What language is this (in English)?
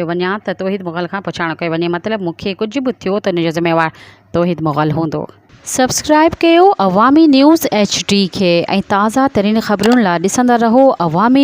Sindhi